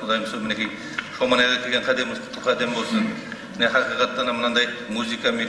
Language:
Kara-Kalpak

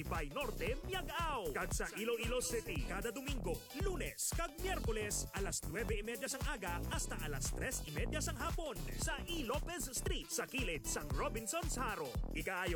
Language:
Hiligaynon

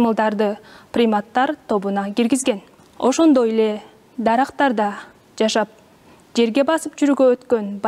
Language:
Kyrgyz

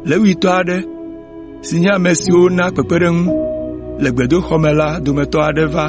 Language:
Ewe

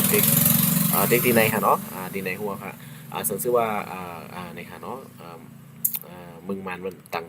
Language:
Shan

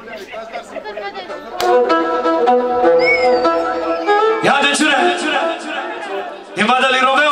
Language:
Romanian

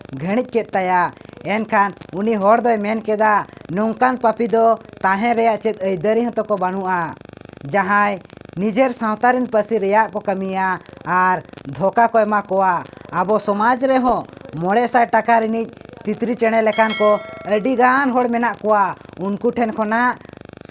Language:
Santali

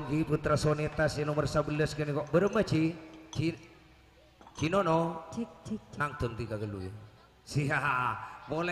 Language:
Madurese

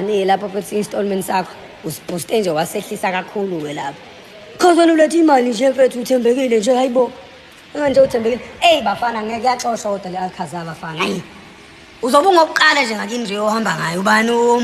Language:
Zulu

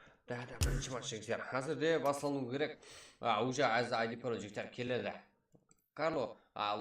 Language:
Kara-Kalpak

